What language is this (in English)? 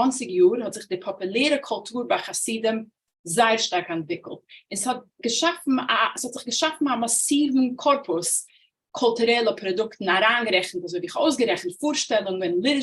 Yiddish